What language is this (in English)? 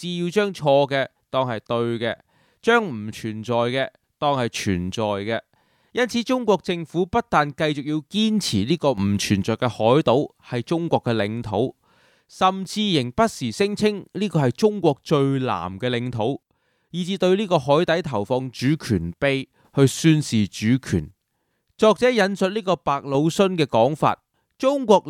Cantonese